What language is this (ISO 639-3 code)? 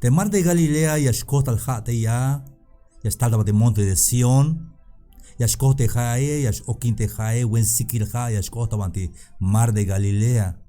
tzh